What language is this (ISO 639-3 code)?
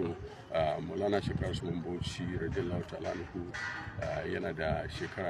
hau